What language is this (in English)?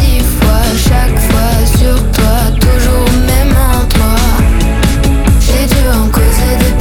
French